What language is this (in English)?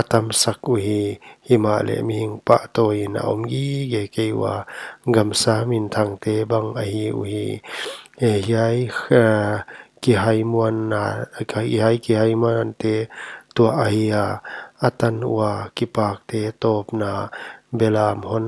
Paite Chin